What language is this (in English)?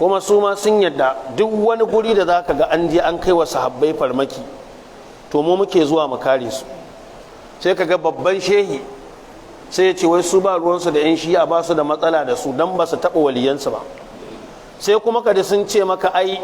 Hausa